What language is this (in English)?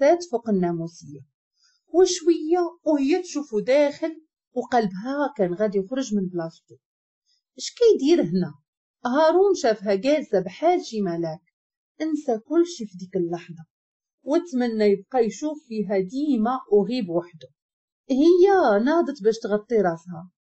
Moroccan Arabic